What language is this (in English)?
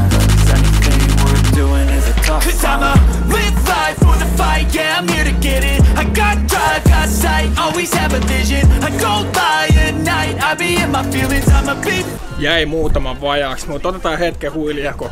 Finnish